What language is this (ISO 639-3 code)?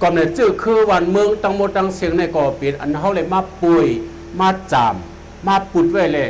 shn